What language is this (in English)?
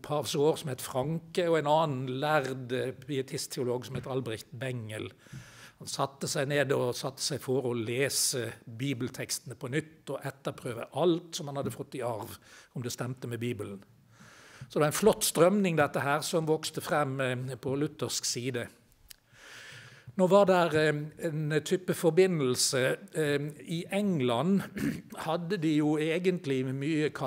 Norwegian